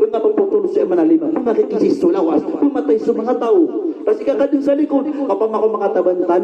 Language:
Maranao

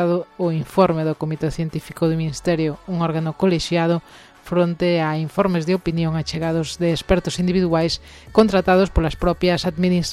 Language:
Galician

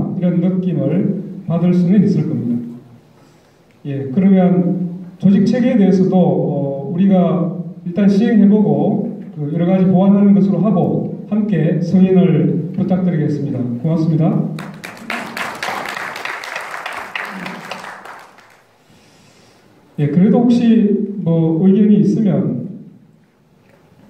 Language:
Korean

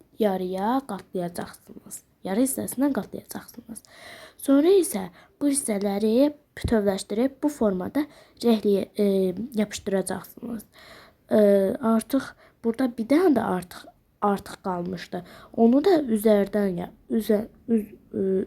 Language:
Azerbaijani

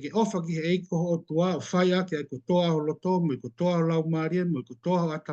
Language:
Tongan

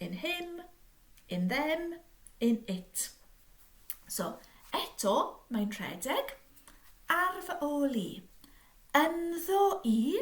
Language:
Welsh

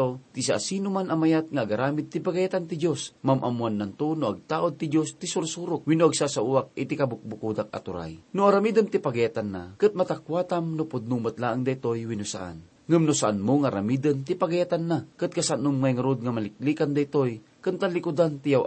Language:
Iloko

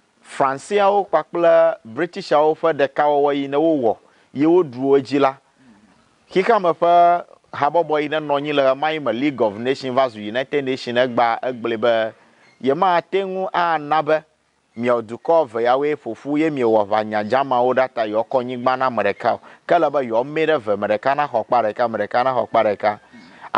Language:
Ewe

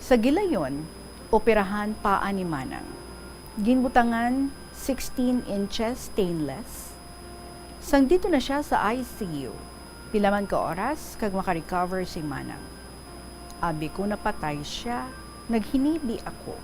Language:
Hiligaynon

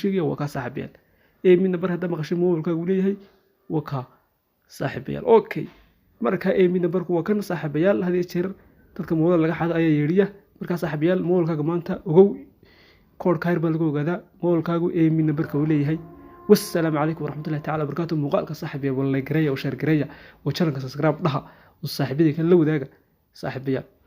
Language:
Somali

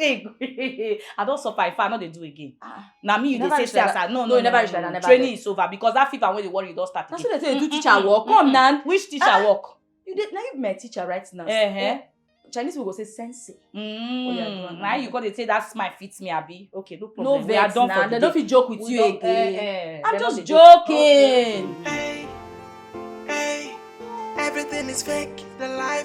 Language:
Nigerian Pidgin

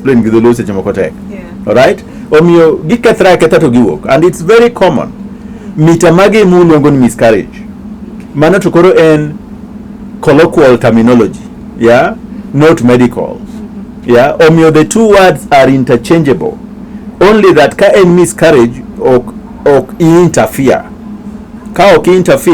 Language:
Luo (Kenya and Tanzania)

